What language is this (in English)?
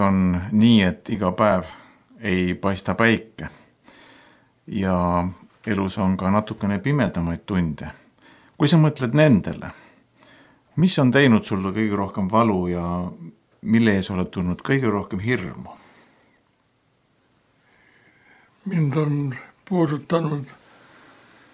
Estonian